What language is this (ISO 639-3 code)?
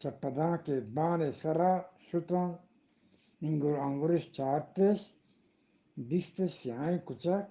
bgp